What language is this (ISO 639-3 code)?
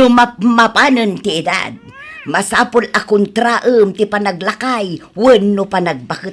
ilo